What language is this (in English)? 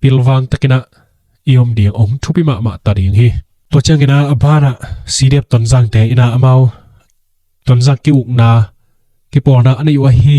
Tedim Chin